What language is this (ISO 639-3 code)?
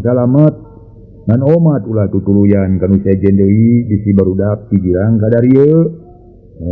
sun